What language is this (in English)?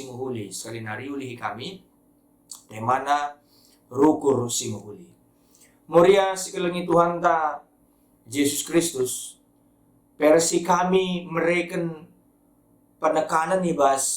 Batak Karo